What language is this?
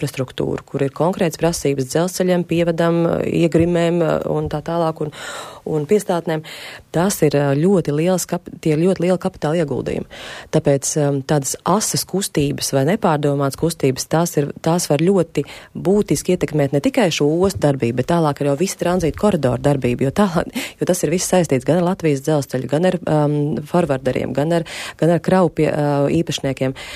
Latvian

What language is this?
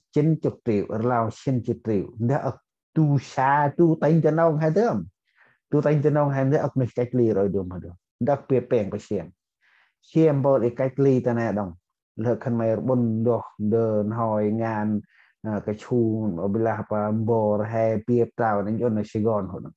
Central Mnong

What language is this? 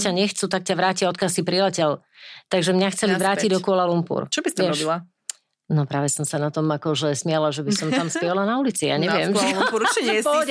Slovak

